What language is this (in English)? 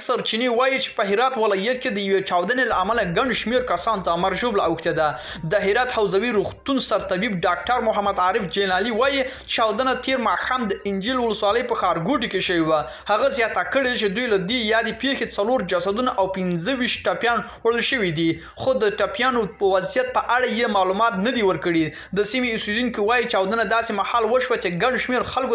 Pashto